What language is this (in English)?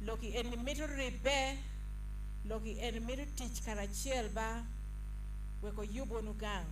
Acoli